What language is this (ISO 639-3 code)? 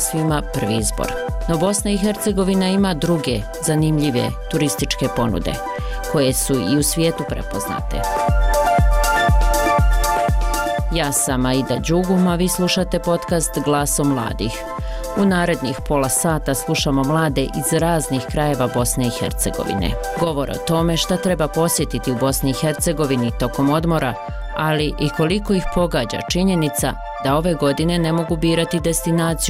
bos